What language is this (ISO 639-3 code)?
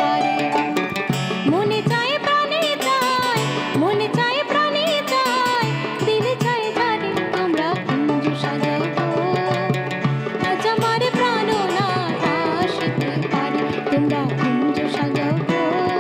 ben